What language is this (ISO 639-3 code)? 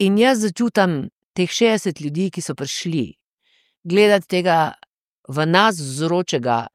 slv